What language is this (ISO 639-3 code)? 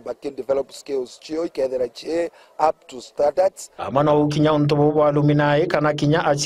mer